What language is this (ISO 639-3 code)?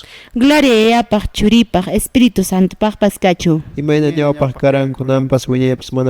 que